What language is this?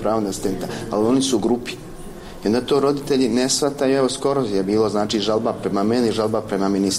Croatian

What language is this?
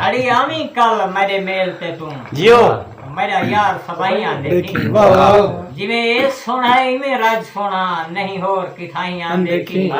Saraiki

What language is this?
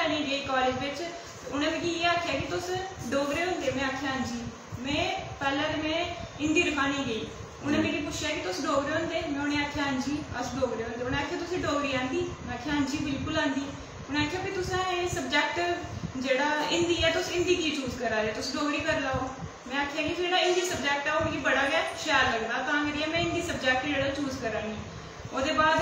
Dogri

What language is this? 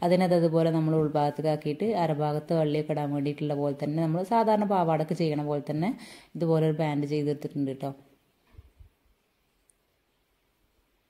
Malayalam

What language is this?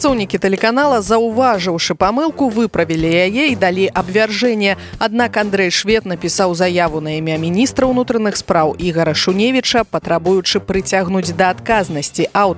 Belarusian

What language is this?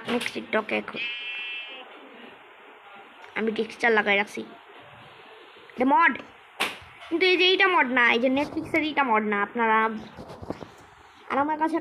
Bangla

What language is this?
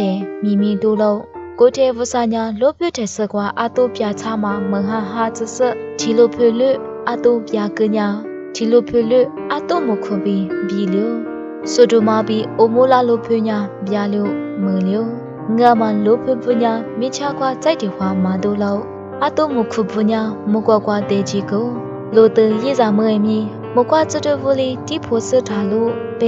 Lisu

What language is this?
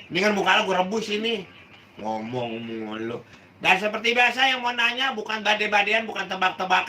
Betawi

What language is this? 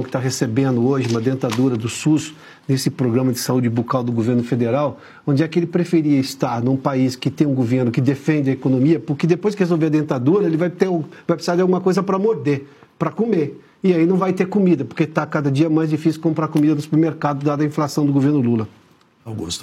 Portuguese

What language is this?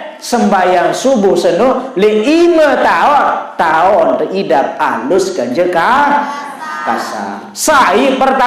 Sasak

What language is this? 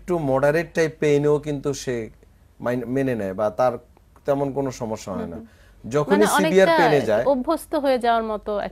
Bangla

